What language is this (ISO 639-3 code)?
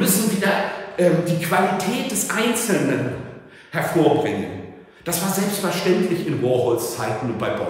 deu